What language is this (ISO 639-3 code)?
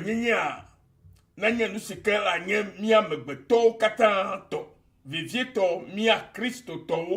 ewe